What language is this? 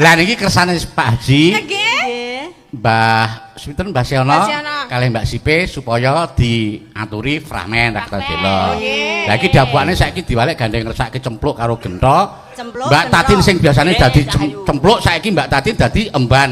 Javanese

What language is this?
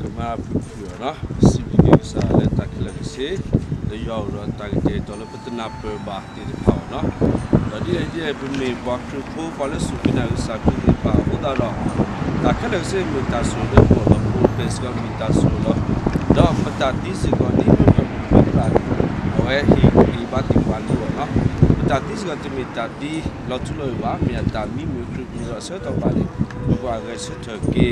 S'gaw Karen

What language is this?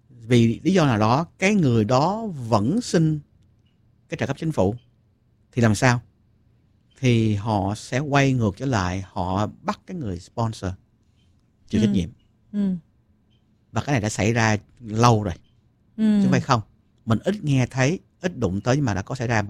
Vietnamese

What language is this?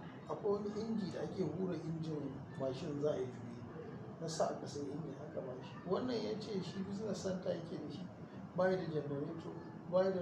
Hausa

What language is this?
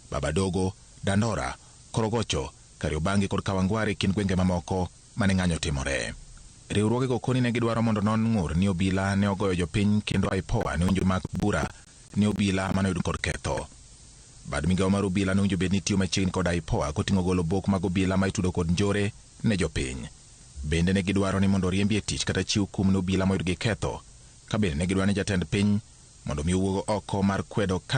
Luo (Kenya and Tanzania)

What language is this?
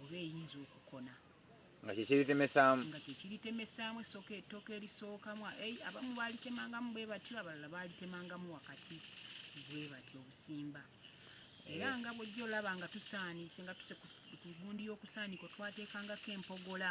Ganda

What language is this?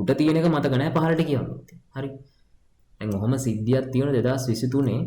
Sinhala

